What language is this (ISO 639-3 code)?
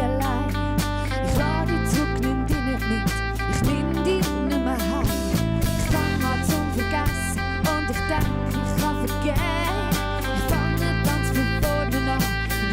gsw